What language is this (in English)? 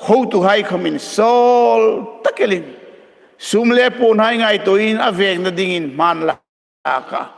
Hmar